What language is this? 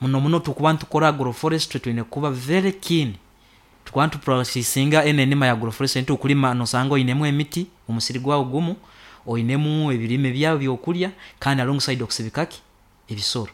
Nyoro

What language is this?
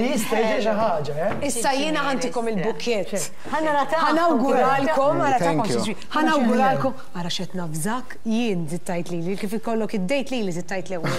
Maltese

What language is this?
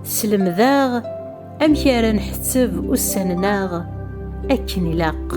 Kabyle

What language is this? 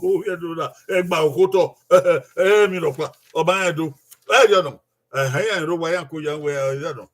Bini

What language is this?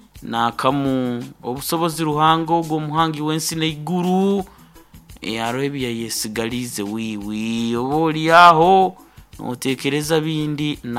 Nyankole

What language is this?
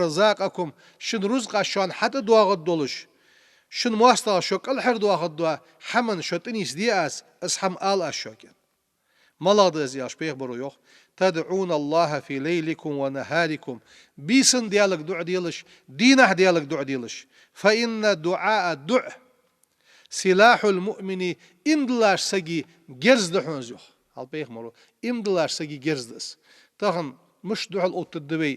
Ingush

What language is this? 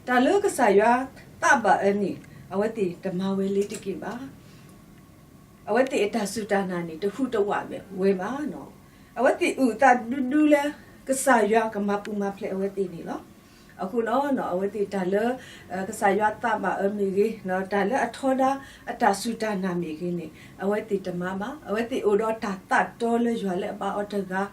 S'gaw Karen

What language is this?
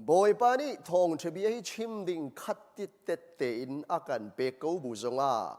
Hakha Chin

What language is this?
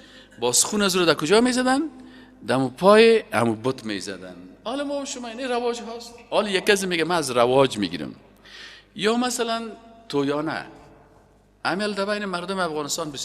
Persian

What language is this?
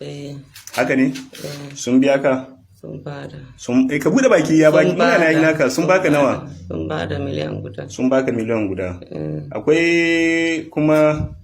Hausa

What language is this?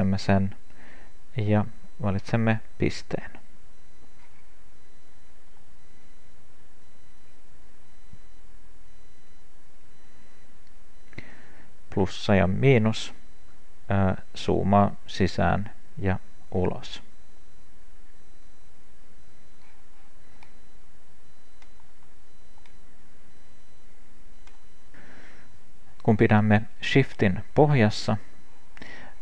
Finnish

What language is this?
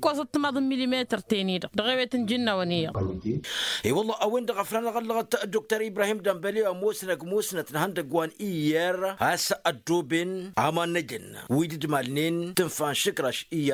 Tamasheq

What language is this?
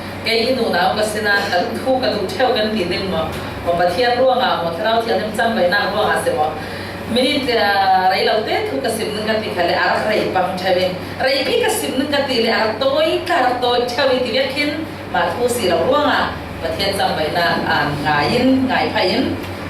Falam Chin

